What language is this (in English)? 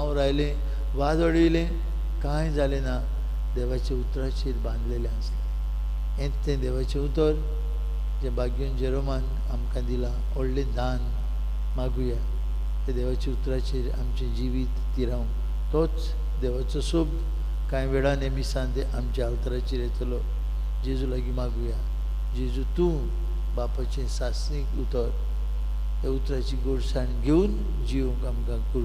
Konkani